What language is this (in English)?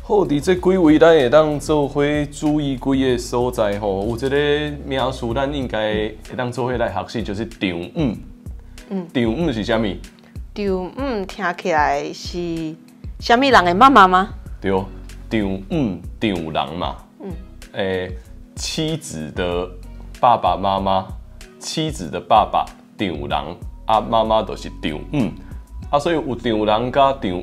Min Nan Chinese